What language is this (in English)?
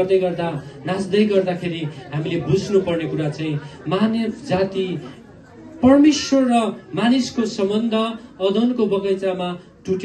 Nepali